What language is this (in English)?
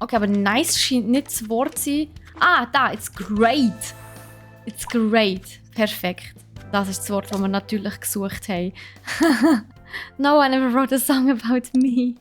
Swiss German